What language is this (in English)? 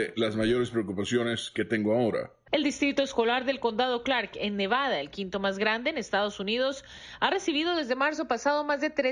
Spanish